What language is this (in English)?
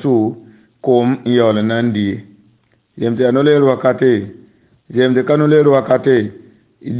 Mossi